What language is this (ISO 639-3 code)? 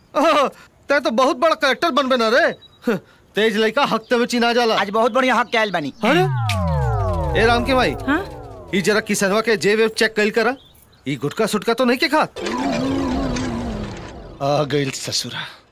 bho